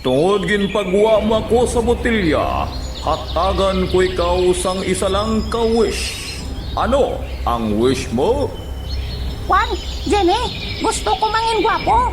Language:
Hiligaynon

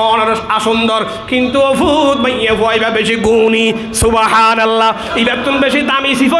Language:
Rohingya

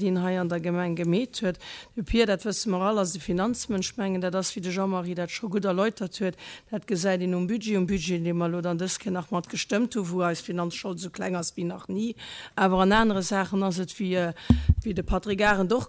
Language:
Luxembourgish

